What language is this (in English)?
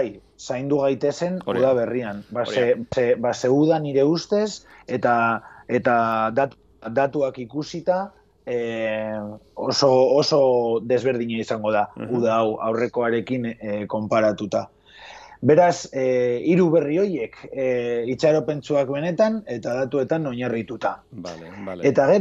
Basque